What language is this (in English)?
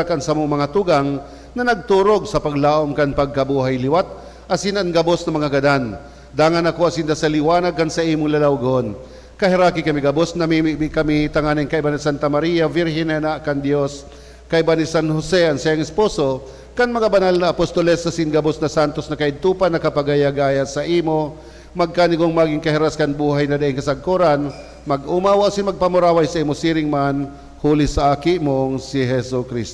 Bikol